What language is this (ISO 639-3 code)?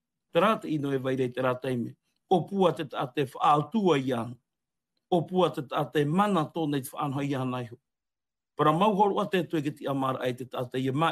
tah